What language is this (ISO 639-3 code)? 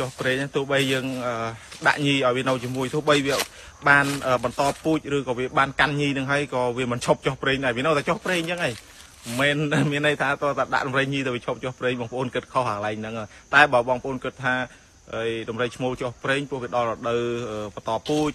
khm